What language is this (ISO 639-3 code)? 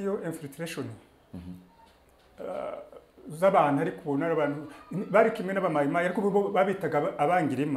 kin